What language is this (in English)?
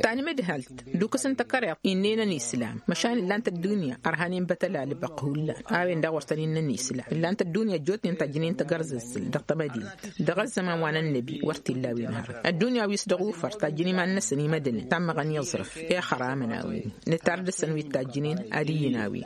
Tamasheq